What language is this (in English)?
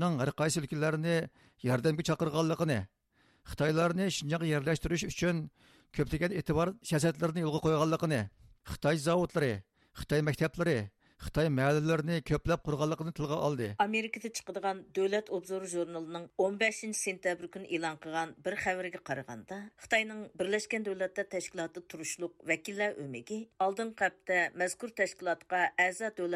Uyghur